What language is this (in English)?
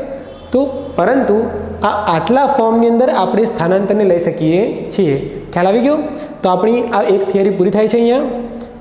Gujarati